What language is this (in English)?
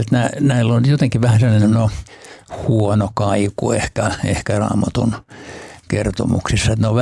Finnish